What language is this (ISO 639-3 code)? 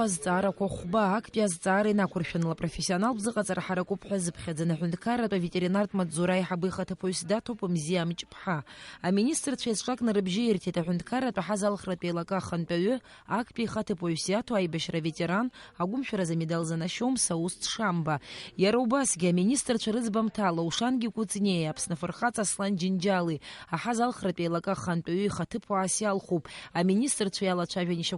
abk